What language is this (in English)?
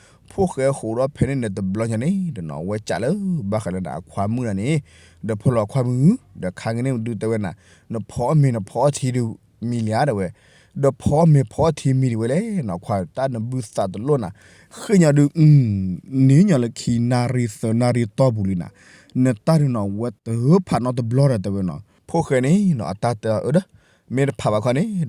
S'gaw Karen